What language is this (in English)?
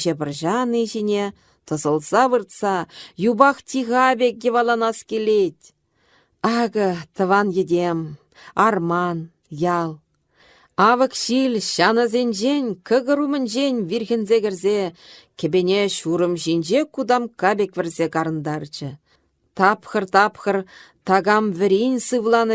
Chuvash